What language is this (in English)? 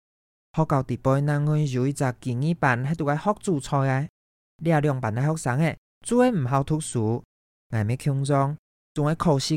Hakka Chinese